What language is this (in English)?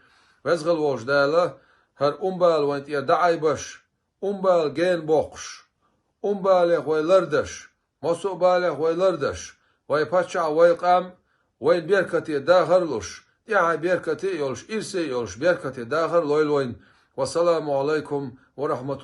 Chechen